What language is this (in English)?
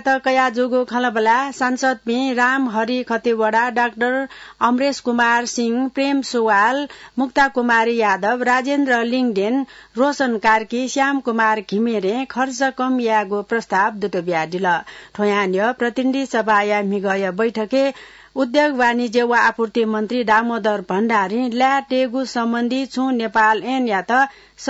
Newari